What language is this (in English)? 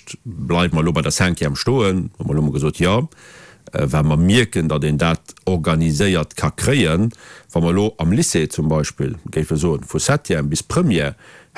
Luxembourgish